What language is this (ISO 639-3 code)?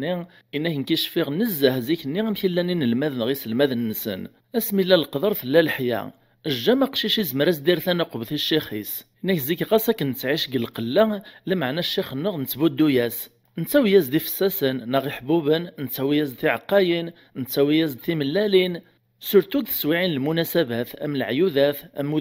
kab